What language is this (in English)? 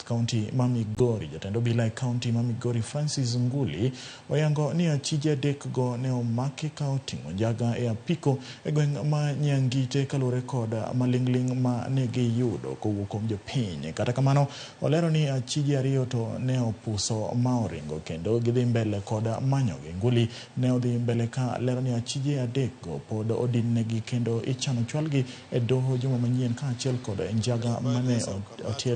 Luo (Kenya and Tanzania)